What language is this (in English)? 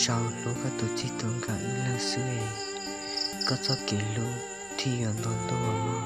Hmong